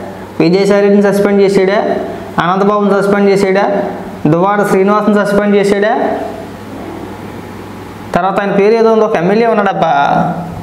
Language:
Telugu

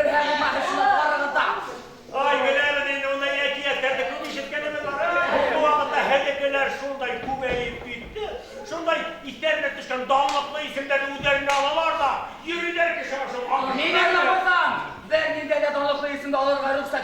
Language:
Bashkir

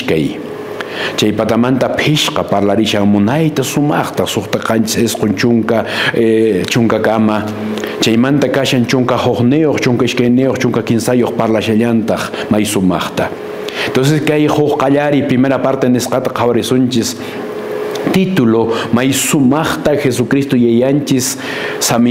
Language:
Quechua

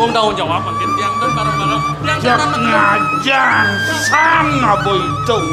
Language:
Balinese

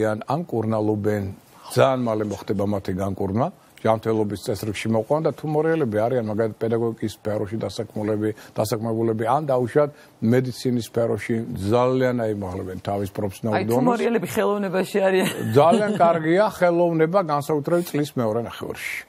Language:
Georgian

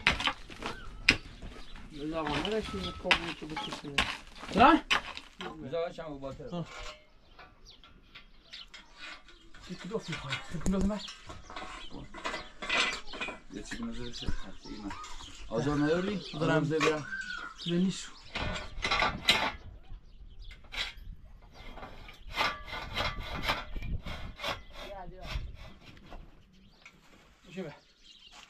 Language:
Persian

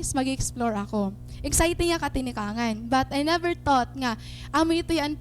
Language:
Waray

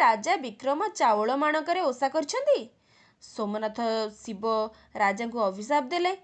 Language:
Odia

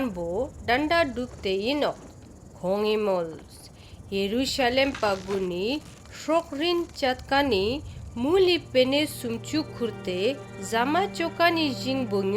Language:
Ladakhi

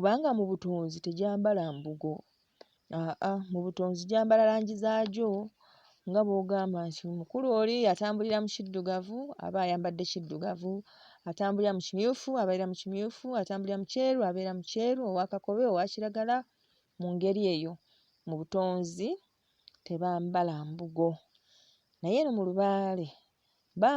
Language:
Ganda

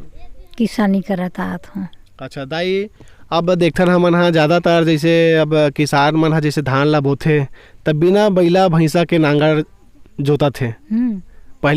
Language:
Chhattisgarhi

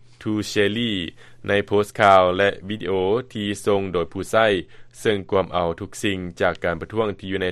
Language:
Lao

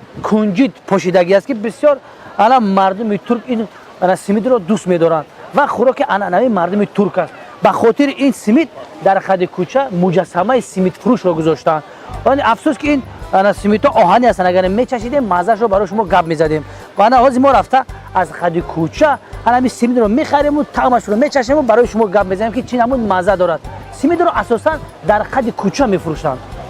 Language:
Tajik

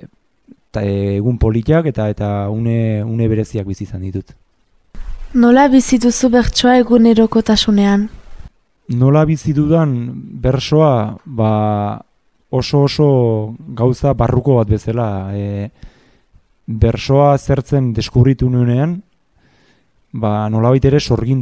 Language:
Basque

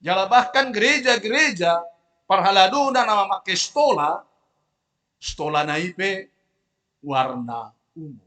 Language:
Batak Toba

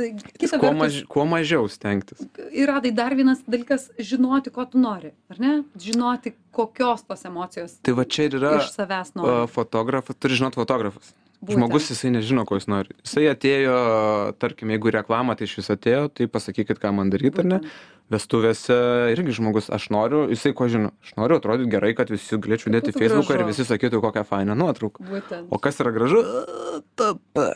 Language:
Lithuanian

